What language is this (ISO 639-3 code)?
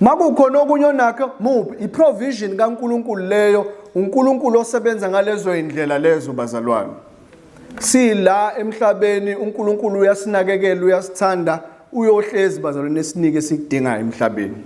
zul